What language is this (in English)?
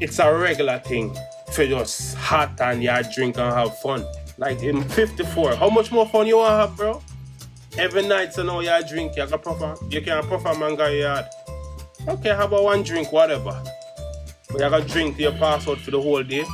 Jamaican Creole English